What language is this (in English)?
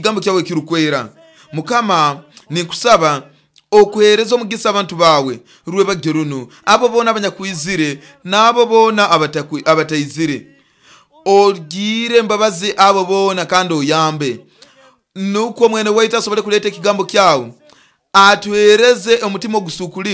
Nyoro